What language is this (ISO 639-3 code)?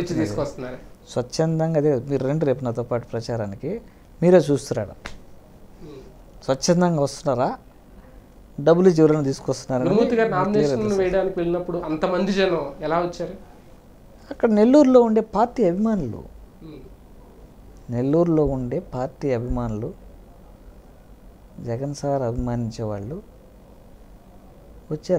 tel